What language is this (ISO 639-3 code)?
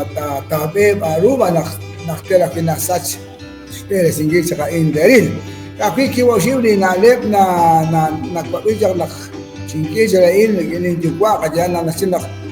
kek